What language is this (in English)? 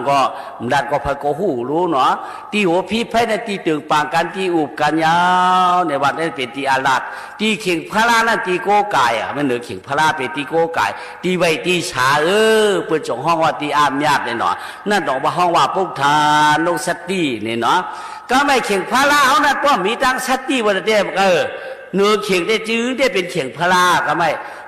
Shan